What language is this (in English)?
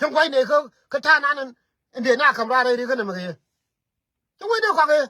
Nuer